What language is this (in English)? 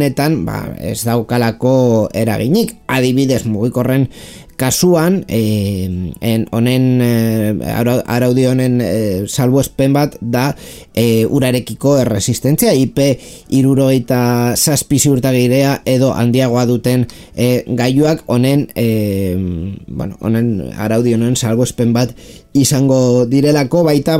Basque